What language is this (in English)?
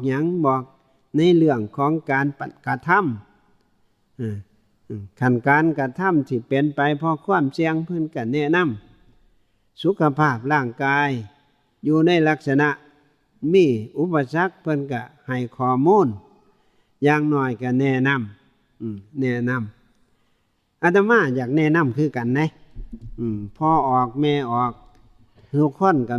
Northeastern Thai